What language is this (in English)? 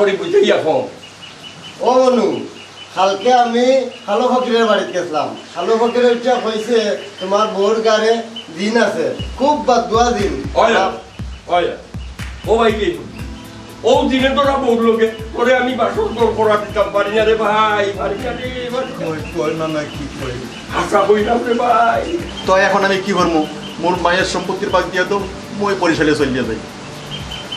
Sylheti